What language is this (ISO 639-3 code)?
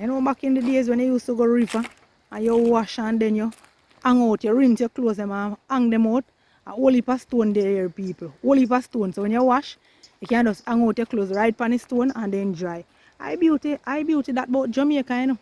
jam